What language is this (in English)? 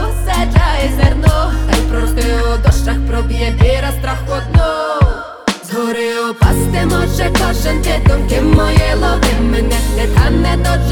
Ukrainian